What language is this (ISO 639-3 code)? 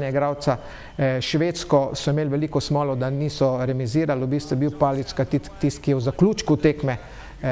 slv